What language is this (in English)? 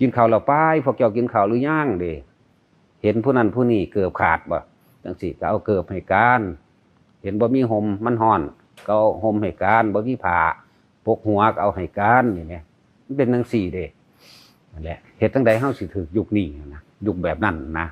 Northeastern Thai